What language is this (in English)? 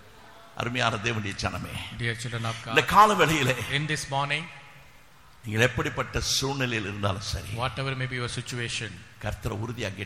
Tamil